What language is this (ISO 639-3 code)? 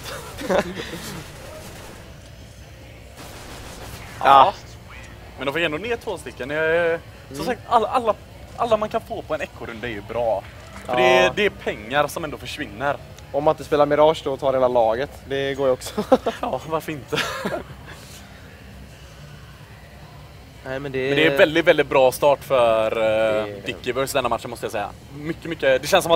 swe